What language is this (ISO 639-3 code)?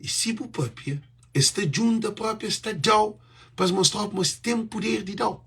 kea